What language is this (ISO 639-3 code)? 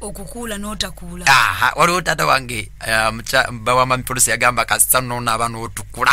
lug